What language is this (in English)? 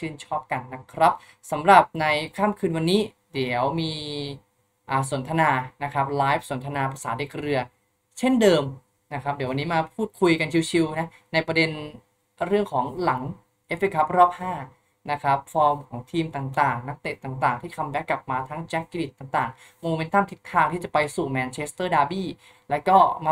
Thai